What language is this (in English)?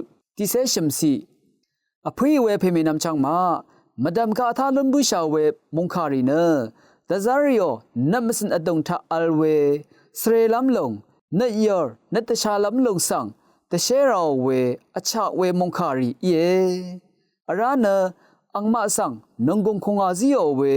Rawang